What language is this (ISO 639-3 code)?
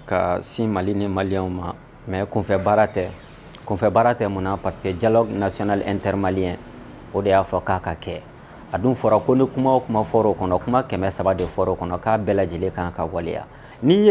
bam